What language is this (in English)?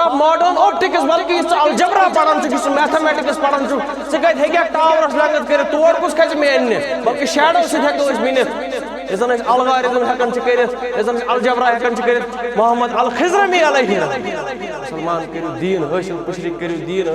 Kashmiri